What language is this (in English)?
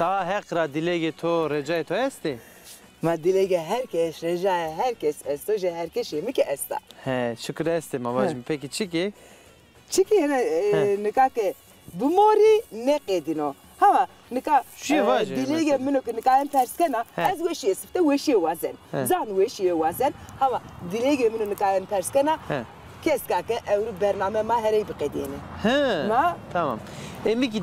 Zaza